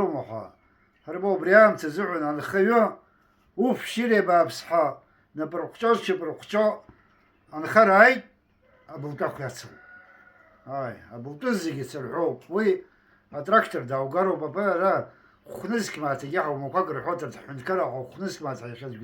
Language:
Abkhazian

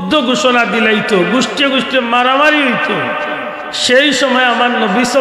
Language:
Sylheti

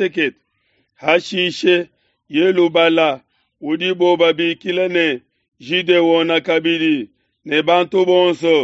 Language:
Luba-Lulua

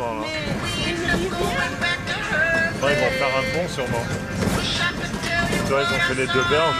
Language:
French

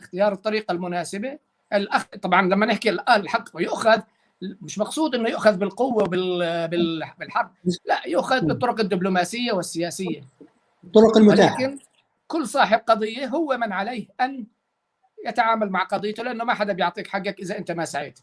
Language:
North Levantine Arabic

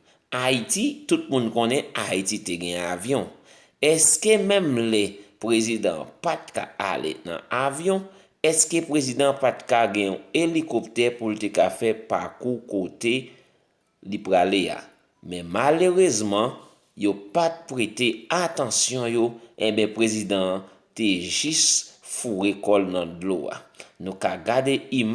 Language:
Haitian Creole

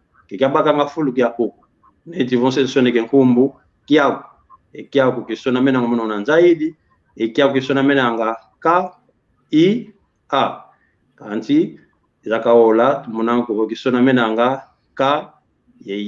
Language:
San Salvador Kongo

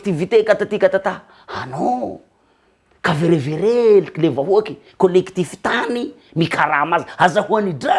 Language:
Malagasy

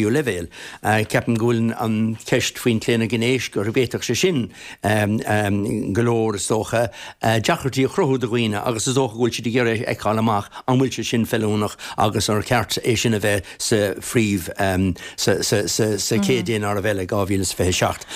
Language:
Irish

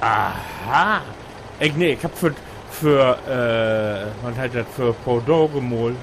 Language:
Low German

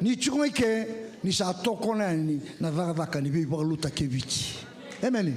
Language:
Fijian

